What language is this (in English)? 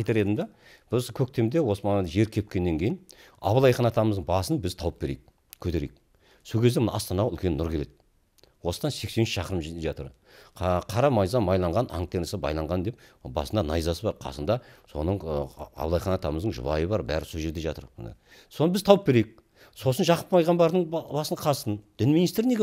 Kazakh